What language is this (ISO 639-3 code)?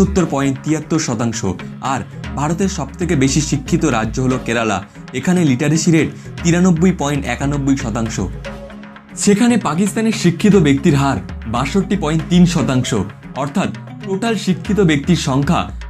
ben